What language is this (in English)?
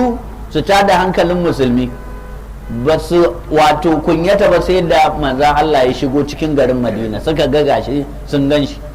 Hausa